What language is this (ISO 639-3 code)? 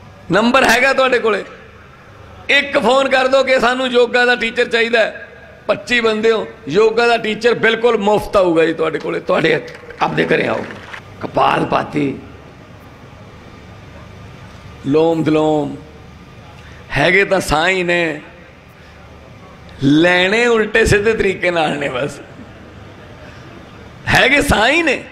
pan